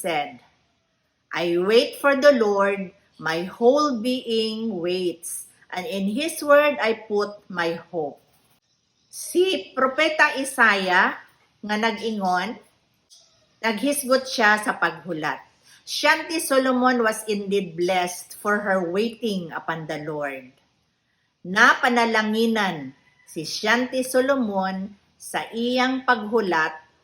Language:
Cebuano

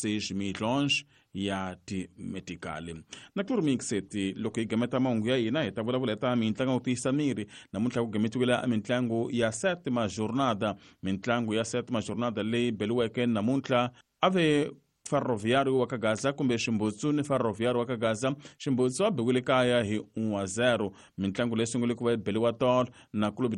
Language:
Tsonga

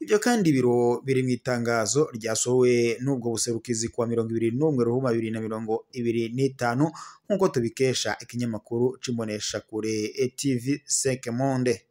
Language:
Rundi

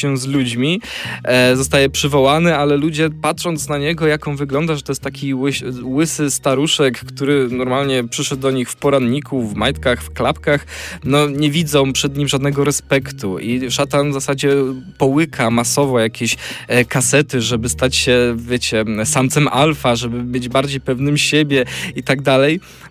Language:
Polish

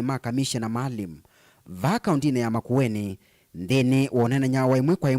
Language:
Kamba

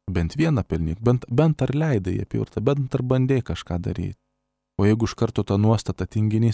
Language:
Lithuanian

